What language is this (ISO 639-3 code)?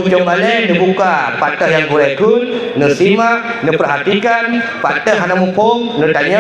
ace